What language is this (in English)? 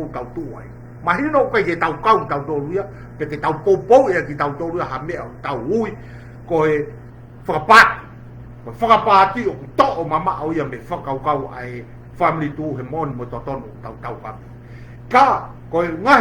Tongan